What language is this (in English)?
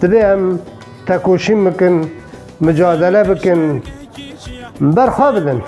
Kurdish